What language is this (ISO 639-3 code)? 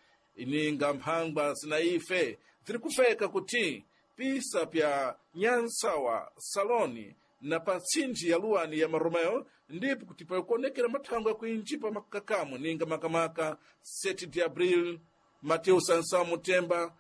seh